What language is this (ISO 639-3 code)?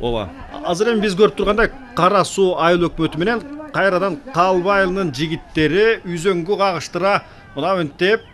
kir